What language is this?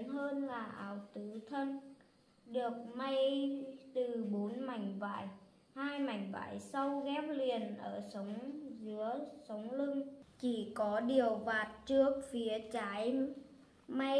Vietnamese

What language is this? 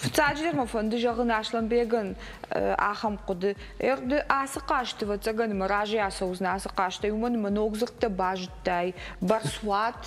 Ossetic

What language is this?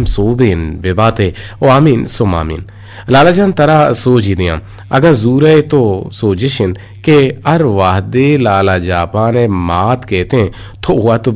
Eastern Balochi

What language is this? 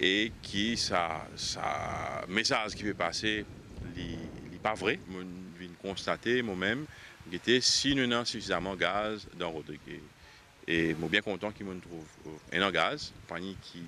Morisyen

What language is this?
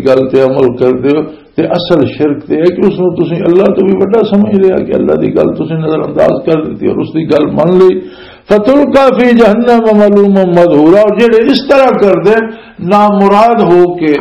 Western Panjabi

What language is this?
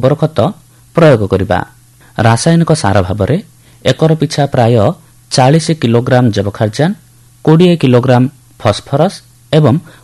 Odia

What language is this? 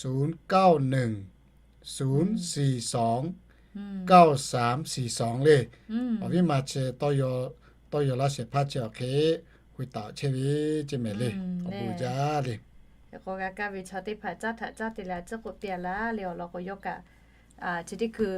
Lahu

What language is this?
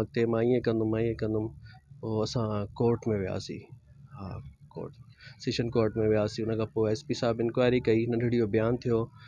Sindhi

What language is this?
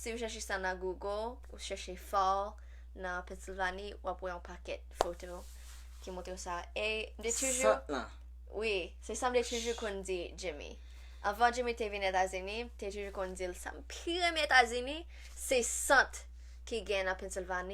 Haitian Creole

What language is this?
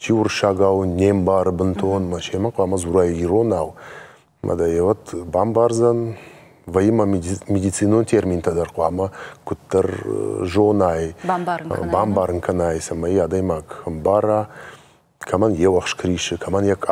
Ossetic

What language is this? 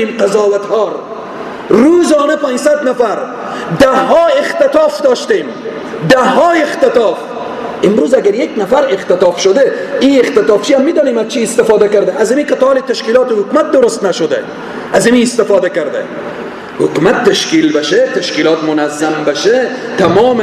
Persian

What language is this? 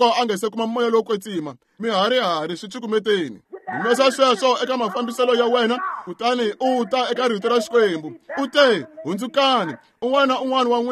Tsonga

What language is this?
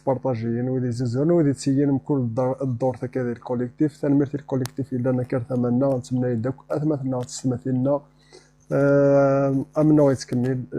Kabyle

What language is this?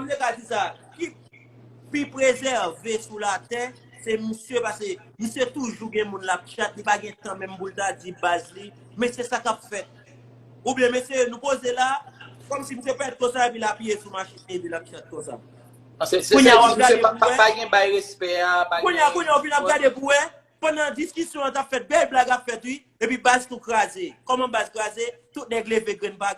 Haitian Creole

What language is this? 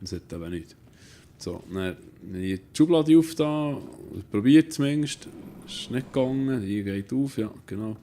Swiss German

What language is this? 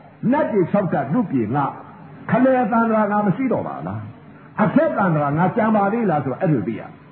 Burmese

